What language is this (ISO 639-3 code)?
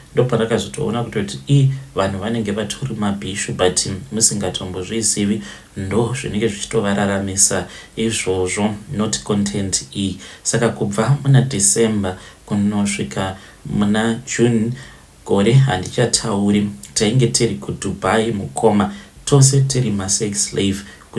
sna